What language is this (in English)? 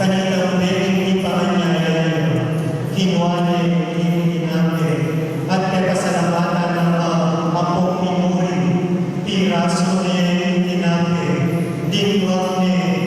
Pampanga